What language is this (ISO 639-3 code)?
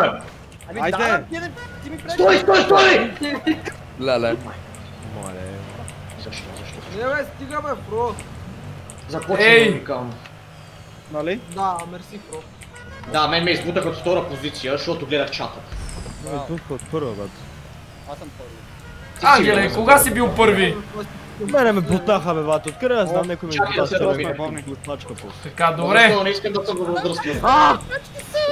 bul